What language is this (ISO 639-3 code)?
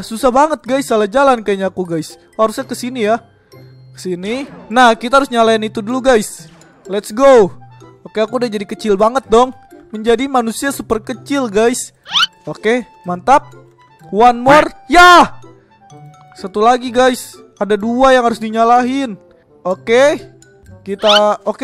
ind